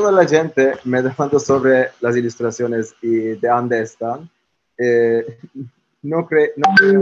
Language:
Ladino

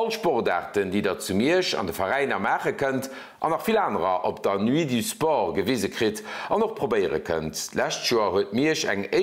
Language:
Luxembourgish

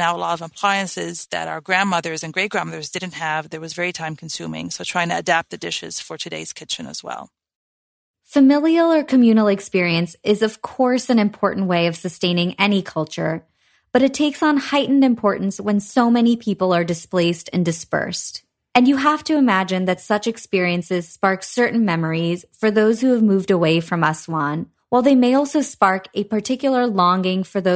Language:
English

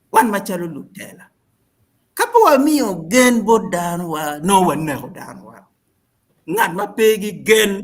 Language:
Acoli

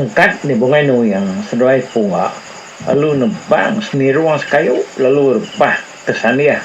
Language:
Iban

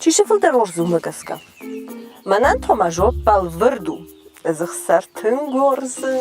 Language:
Ossetic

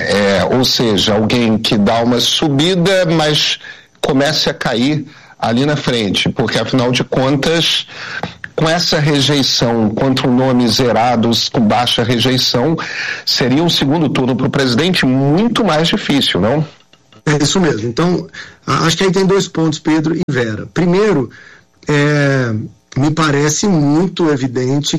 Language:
Portuguese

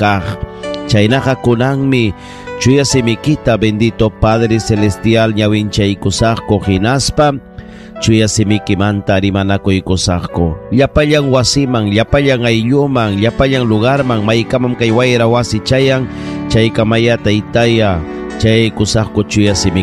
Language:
Ayacucho Quechua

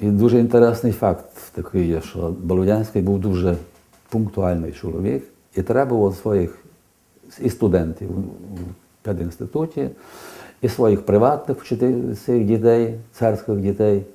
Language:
Rusyn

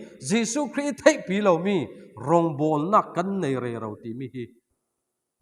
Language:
Falam Chin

